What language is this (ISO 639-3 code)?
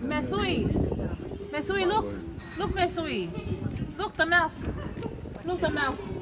ton